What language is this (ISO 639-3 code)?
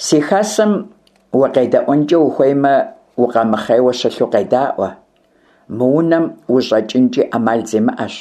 kbd